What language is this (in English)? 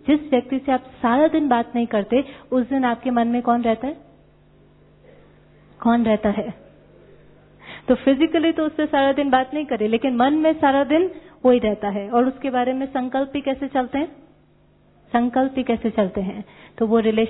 Hindi